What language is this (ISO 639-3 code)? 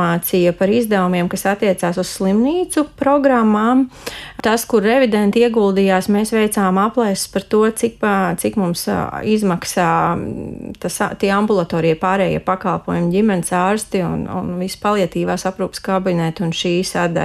lav